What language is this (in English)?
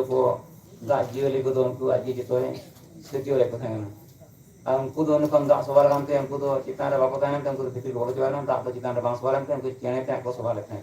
Santali